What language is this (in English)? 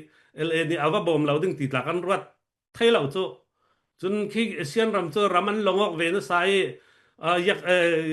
Falam Chin